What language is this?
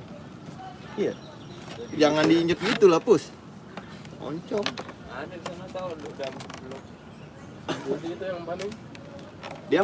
Betawi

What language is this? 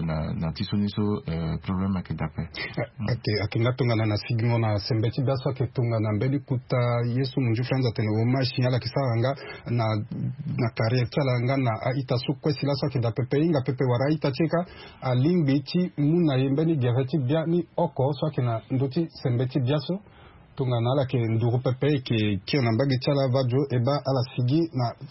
Sango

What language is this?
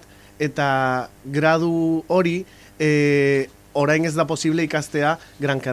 Basque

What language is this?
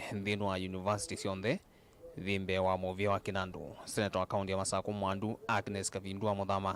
Kamba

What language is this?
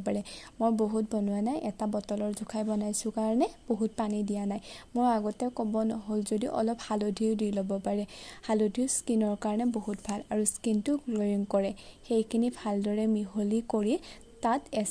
Assamese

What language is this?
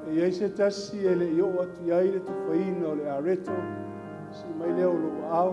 Samoan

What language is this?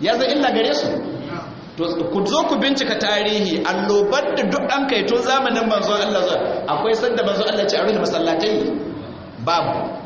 Hausa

